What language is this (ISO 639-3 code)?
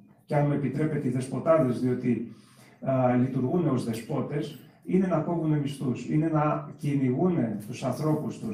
ell